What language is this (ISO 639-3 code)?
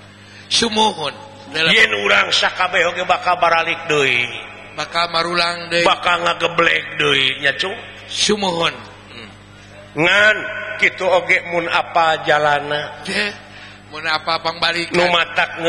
sun